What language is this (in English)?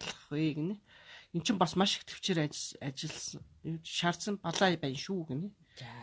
Mongolian